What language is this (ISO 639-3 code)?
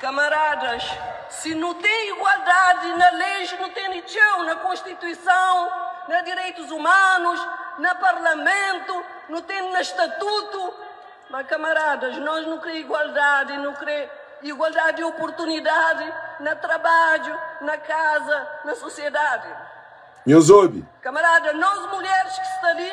kea